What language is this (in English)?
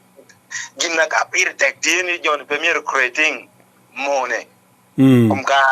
Acoli